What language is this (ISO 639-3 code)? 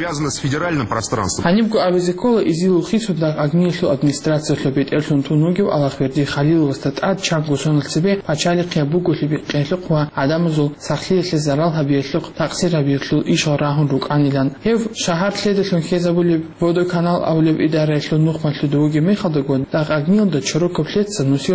ava